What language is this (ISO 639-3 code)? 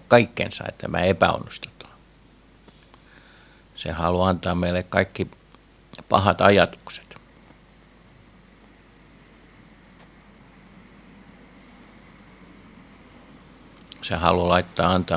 fin